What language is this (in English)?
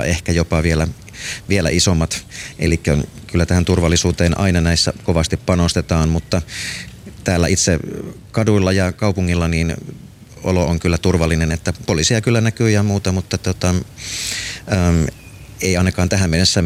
Finnish